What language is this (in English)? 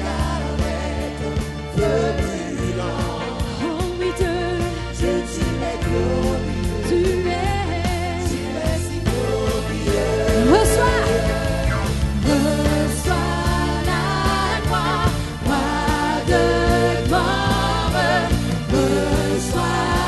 French